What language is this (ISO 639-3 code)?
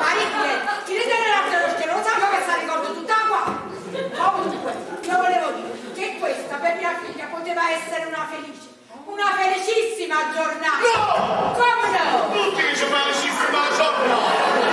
nap